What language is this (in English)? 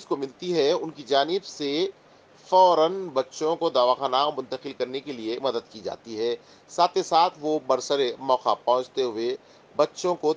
Urdu